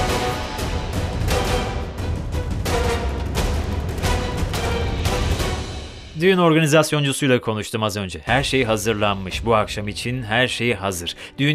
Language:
Turkish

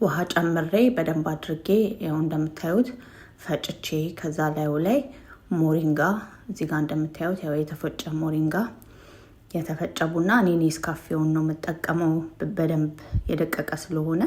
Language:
Amharic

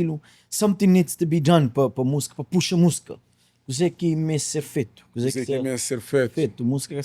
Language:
Kabuverdianu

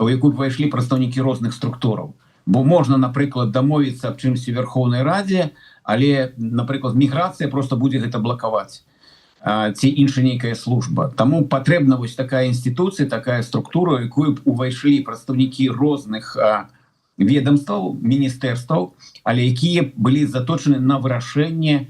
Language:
Belarusian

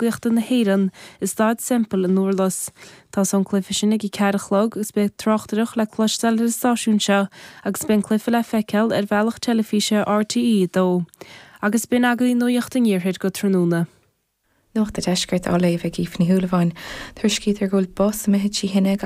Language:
Irish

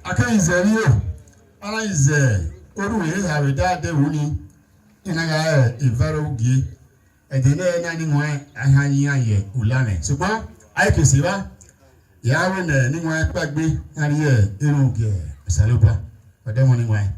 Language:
Bini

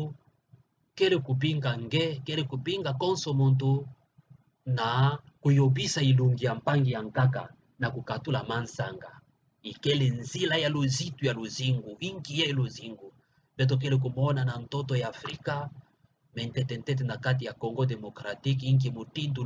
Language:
Kituba (Democratic Republic of Congo)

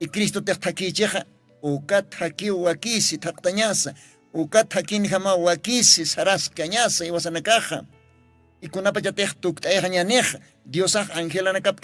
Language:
Aymara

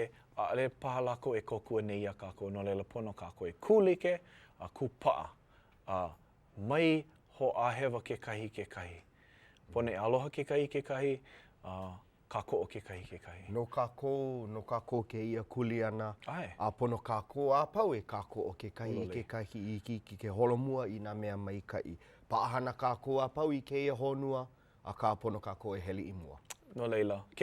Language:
Hawaiian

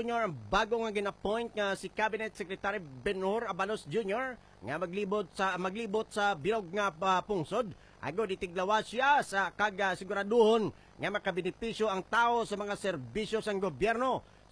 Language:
Hiligaynon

